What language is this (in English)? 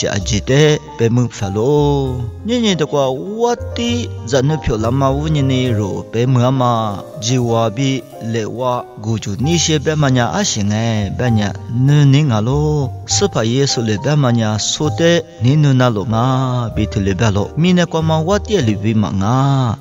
Lisu